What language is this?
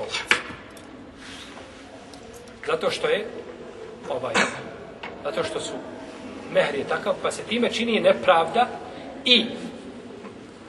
Bosnian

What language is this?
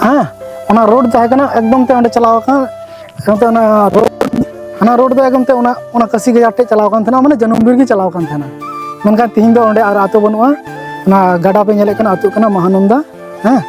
Santali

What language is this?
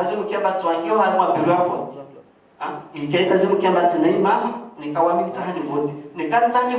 Ngazidja Comorian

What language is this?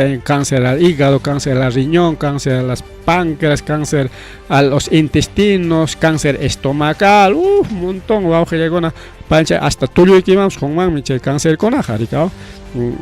Ayacucho Quechua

